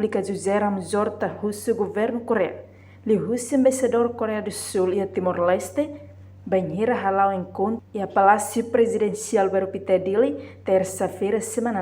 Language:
Tetum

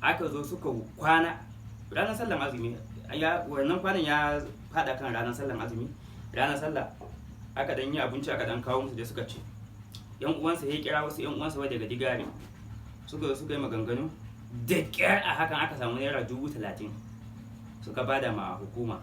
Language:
Hausa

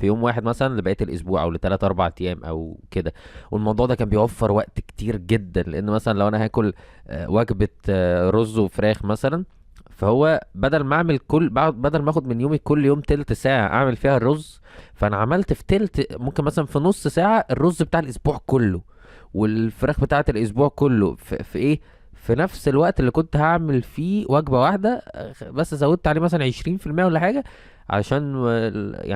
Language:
Egyptian Arabic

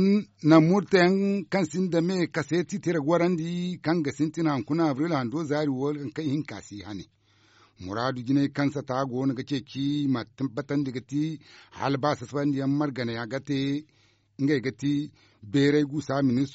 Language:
Zarma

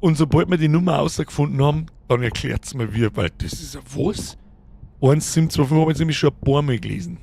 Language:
Bavarian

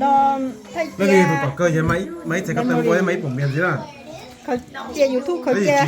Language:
Hmong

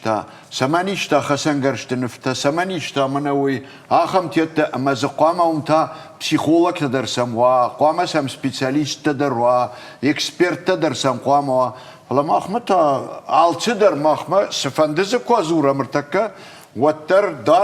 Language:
Ossetic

